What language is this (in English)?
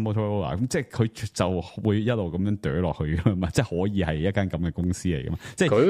Cantonese